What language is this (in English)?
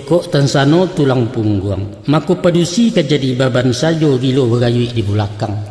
Minangkabau